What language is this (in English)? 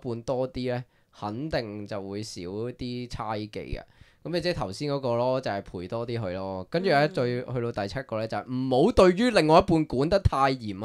Cantonese